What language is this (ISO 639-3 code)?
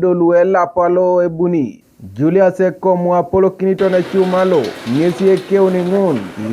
teo